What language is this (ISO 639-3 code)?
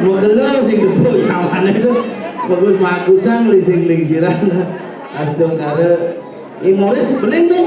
ban